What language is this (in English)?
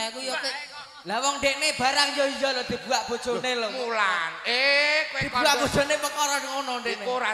Javanese